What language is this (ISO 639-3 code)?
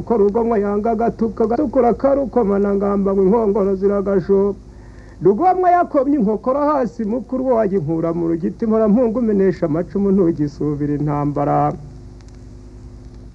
kin